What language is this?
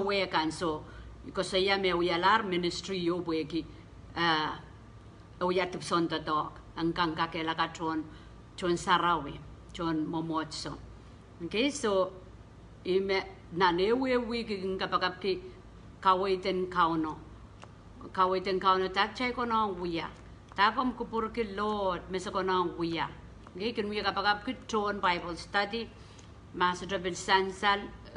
Pohnpeian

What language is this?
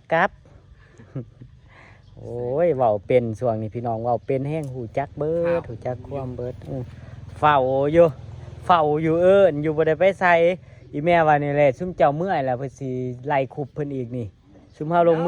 Lao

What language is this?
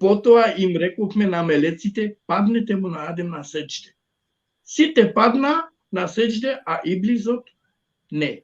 Balkan Romani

